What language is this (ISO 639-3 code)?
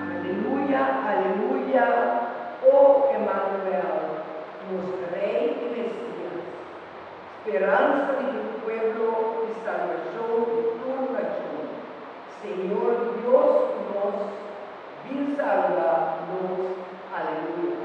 pap